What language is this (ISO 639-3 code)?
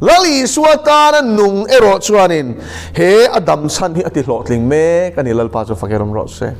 lus